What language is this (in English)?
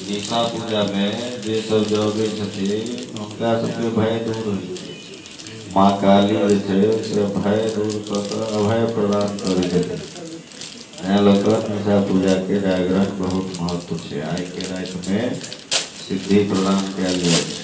Maithili